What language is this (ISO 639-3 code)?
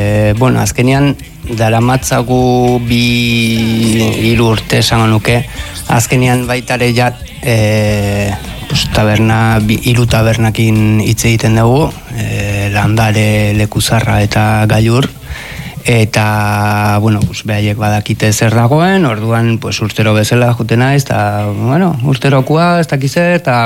eus